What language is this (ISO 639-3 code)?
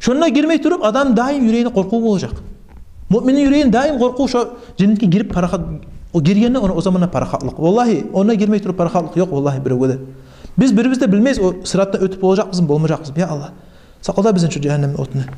kum